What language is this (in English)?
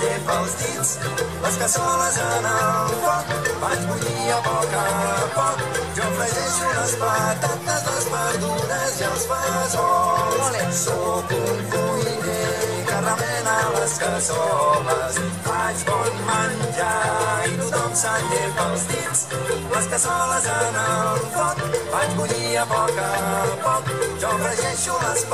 Catalan